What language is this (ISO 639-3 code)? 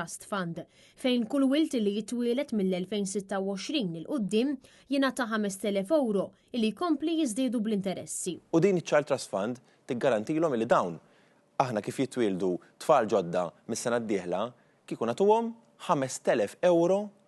mlt